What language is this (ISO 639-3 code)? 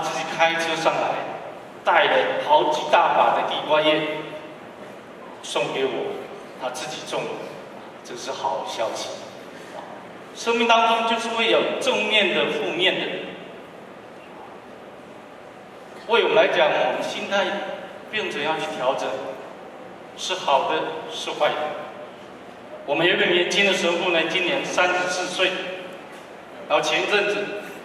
zho